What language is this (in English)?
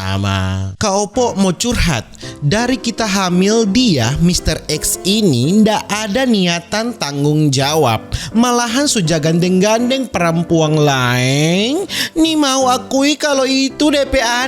Manado Malay